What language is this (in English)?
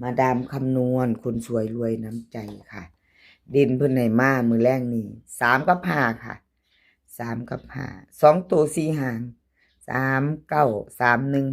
Northeastern Thai